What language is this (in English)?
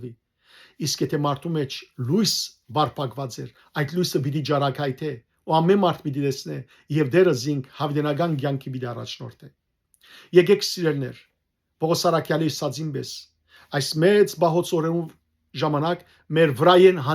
Western Armenian